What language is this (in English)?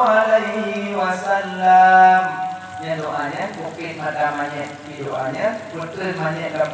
Achinese